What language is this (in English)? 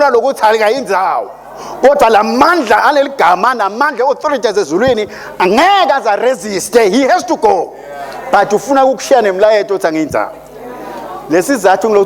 Swati